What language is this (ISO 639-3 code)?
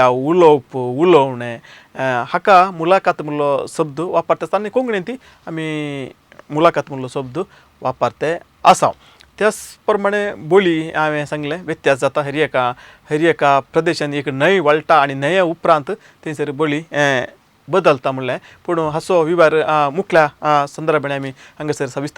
kok